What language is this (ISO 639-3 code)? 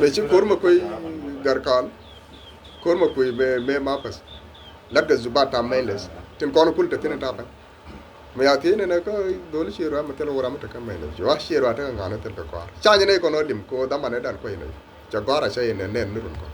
nus